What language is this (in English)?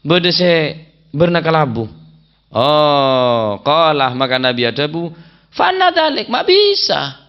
Madurese